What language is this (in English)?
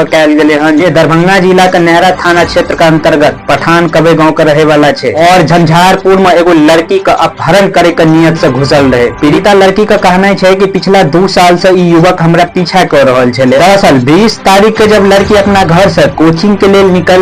Maithili